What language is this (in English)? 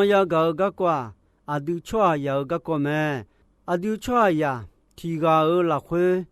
Akha